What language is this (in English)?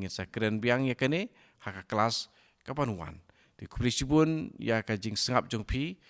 Khasi